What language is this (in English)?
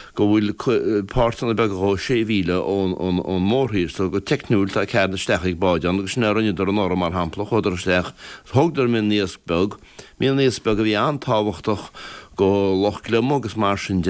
Irish